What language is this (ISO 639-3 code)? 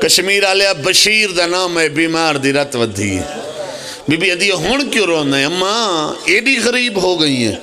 phr